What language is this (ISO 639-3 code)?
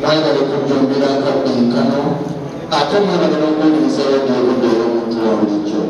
lug